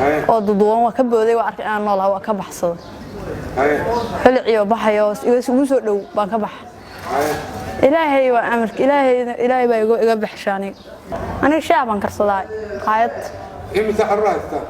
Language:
Somali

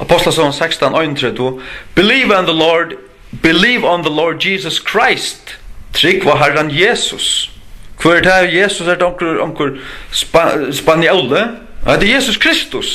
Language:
Faroese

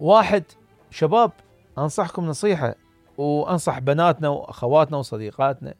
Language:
Mesopotamian Arabic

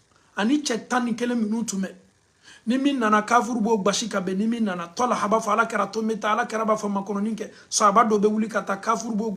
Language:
Bambara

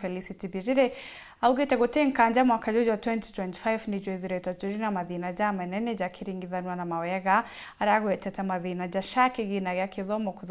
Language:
Meru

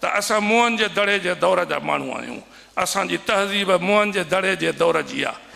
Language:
Sindhi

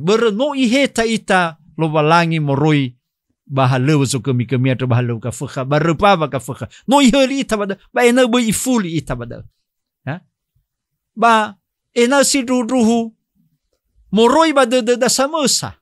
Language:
Nias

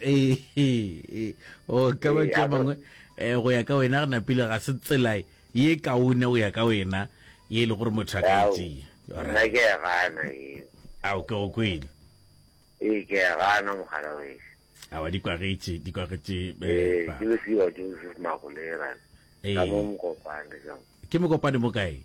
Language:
Northern Sotho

